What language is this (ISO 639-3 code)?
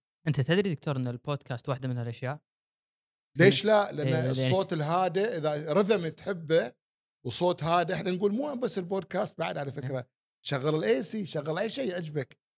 afb